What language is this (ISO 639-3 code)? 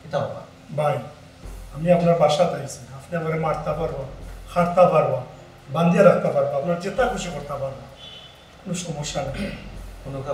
syl